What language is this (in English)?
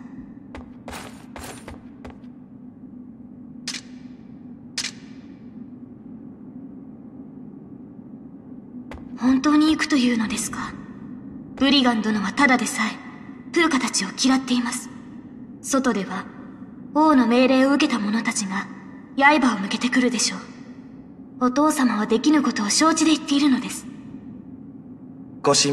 Japanese